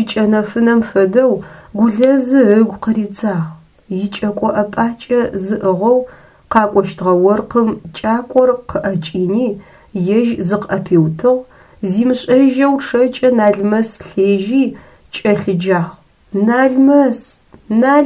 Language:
Adyghe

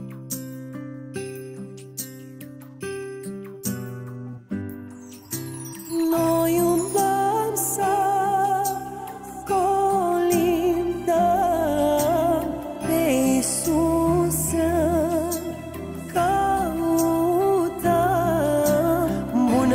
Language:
Romanian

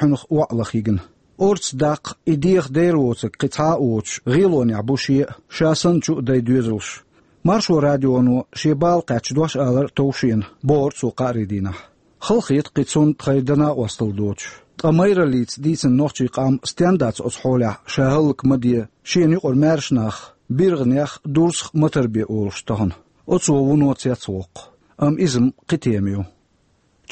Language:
Chechen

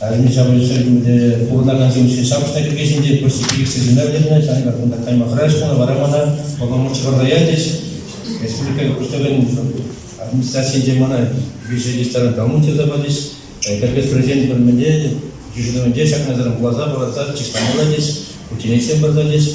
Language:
Chuvash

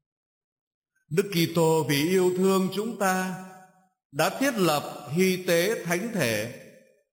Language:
Vietnamese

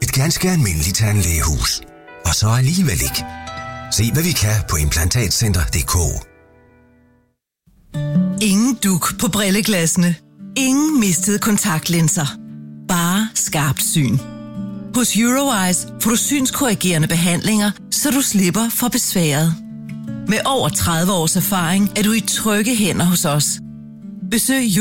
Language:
Danish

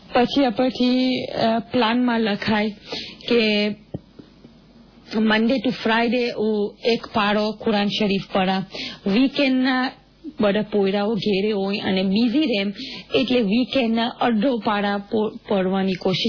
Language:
Gujarati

